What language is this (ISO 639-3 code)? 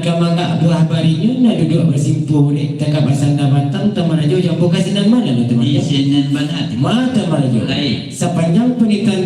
min